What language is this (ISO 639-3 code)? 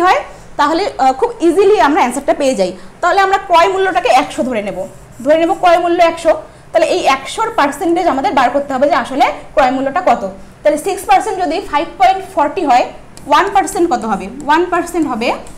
ben